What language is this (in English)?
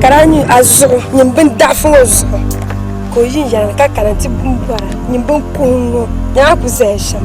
Dagbani